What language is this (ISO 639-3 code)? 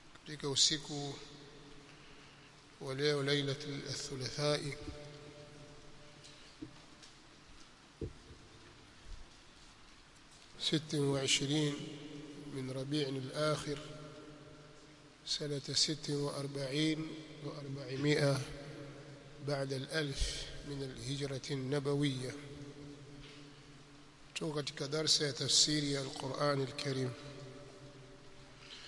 swa